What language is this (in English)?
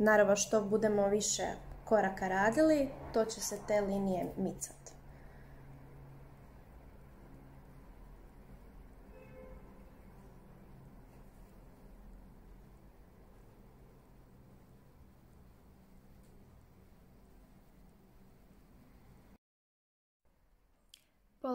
Croatian